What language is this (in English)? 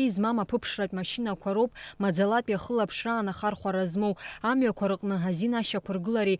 Abkhazian